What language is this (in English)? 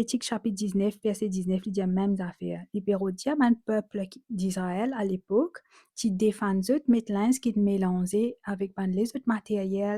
Morisyen